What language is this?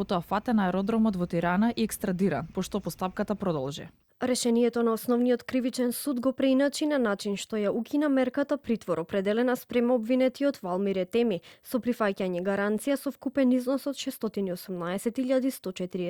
Macedonian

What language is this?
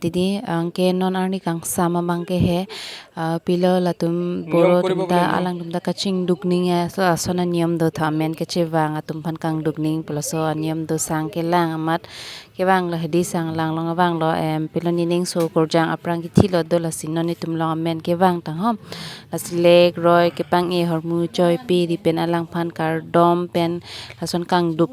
Karbi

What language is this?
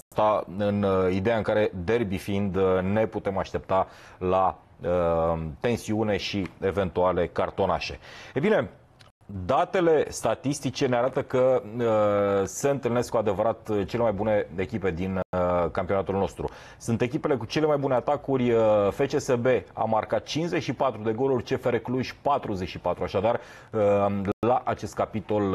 Romanian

